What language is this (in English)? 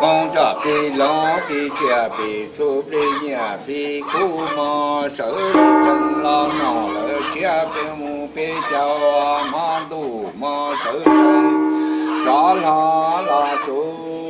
Hmong